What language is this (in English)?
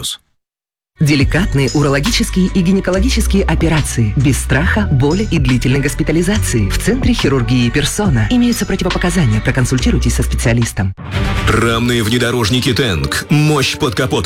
Russian